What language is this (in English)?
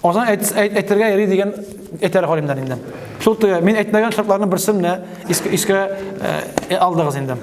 Tatar